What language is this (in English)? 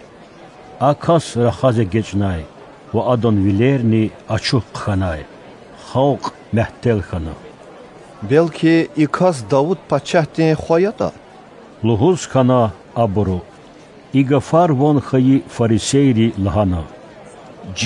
Lezghian